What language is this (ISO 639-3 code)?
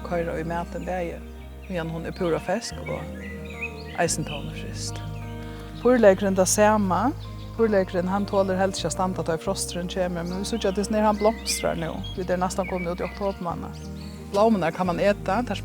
fao